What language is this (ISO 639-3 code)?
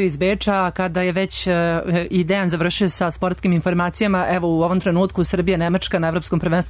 srp